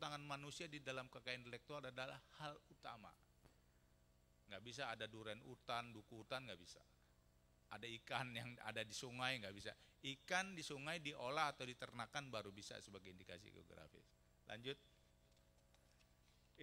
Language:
Indonesian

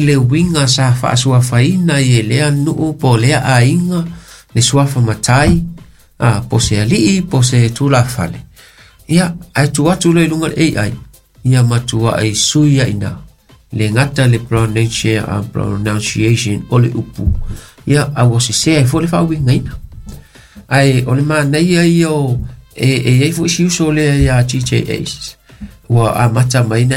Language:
Samoan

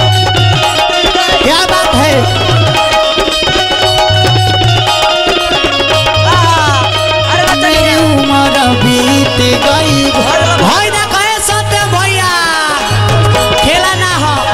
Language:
Bhojpuri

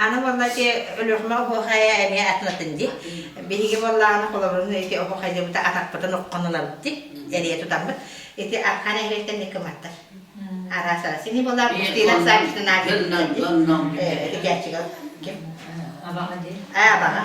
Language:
Yakut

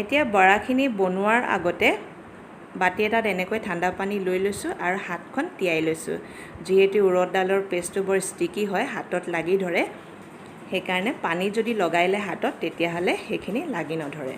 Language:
Assamese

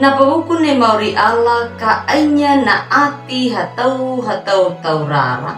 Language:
Anakalangu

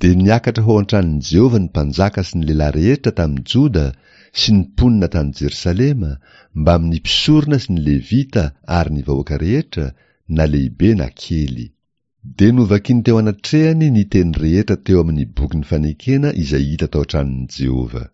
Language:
Malagasy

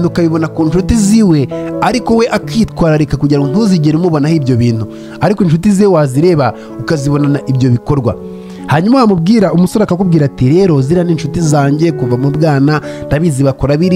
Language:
Kinyarwanda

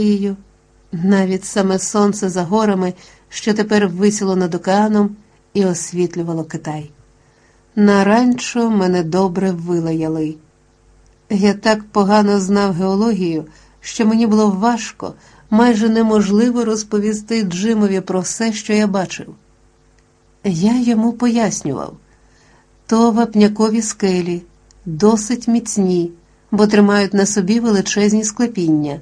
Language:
Ukrainian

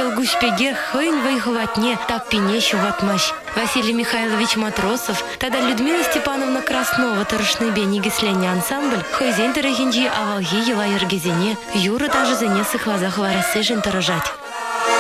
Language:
Chuvash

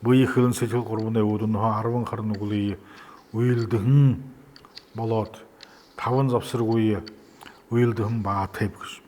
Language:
Buriat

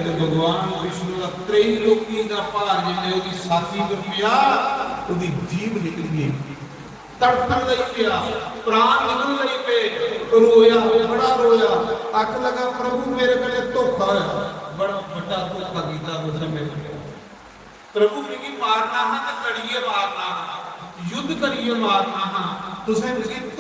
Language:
Dogri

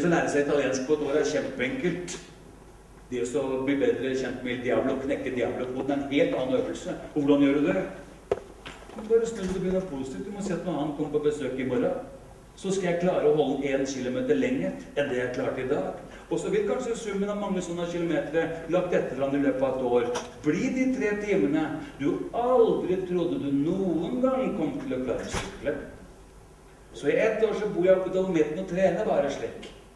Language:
Norwegian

